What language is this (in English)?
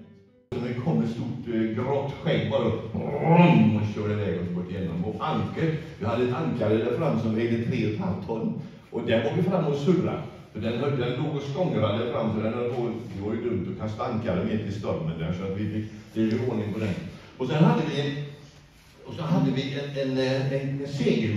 Swedish